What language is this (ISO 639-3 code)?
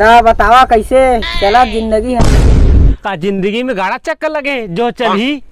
hne